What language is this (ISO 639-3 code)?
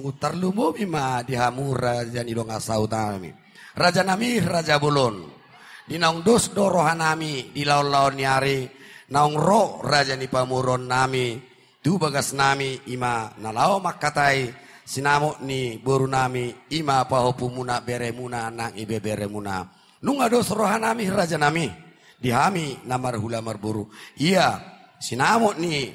bbc